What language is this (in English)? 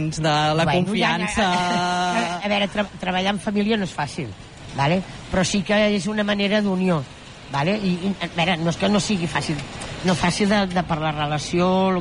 Catalan